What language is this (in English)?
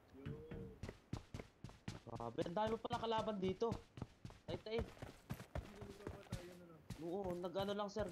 Filipino